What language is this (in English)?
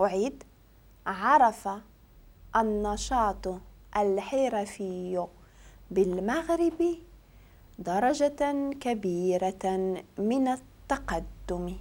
Moroccan Arabic